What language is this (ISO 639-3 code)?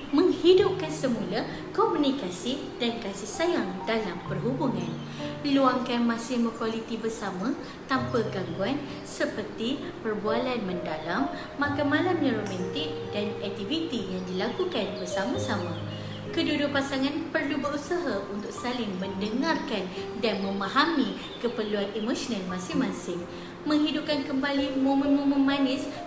msa